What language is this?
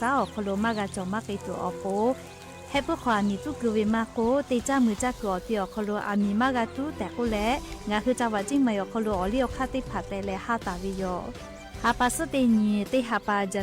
Lahu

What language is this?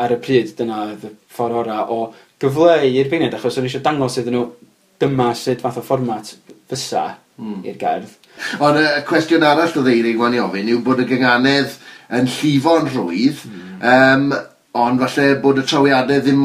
Welsh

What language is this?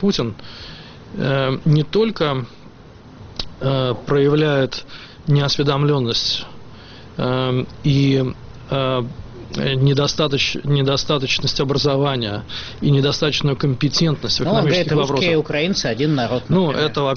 Russian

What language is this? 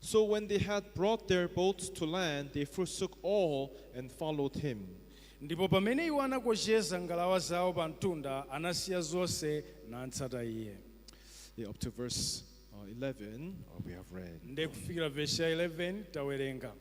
Nyanja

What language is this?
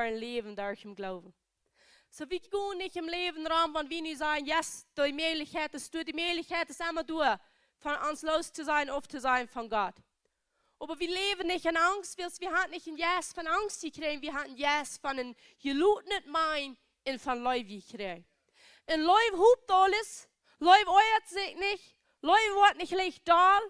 Plautdietsch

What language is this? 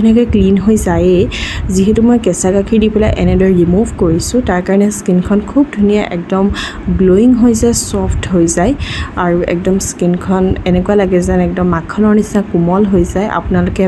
Assamese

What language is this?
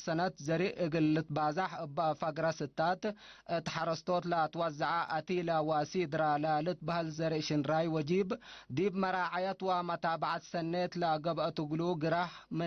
Tigre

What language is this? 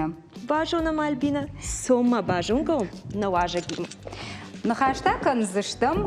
Ossetic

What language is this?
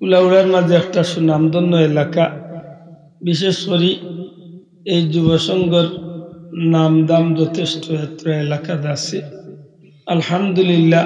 Sylheti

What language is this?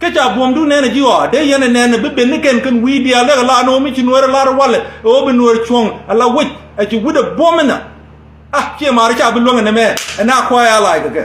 Nuer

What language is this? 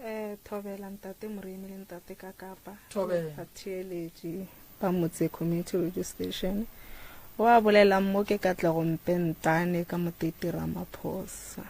Northern Sotho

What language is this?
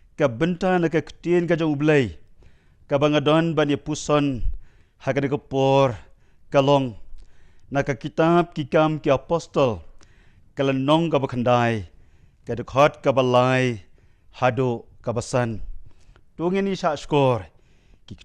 Khasi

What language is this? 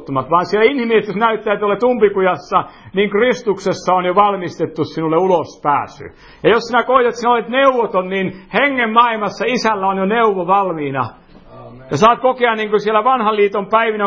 Finnish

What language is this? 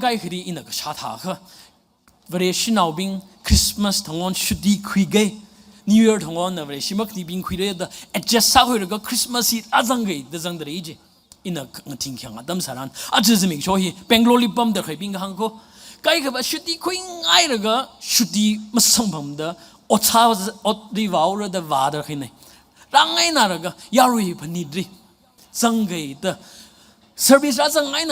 Tangkhul Naga (India)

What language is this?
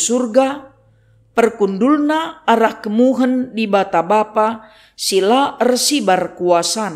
Batak Karo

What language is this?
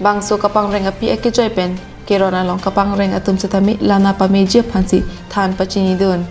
Karbi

